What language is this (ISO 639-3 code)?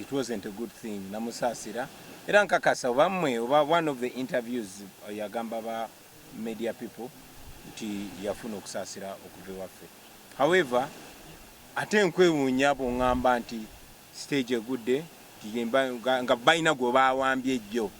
lug